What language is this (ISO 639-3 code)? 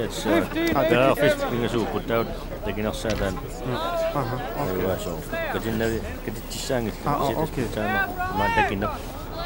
kal